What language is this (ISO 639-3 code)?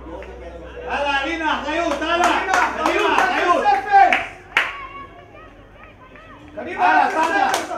heb